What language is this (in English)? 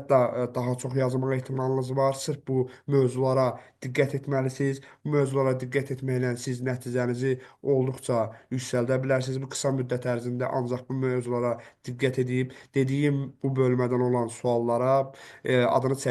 Azerbaijani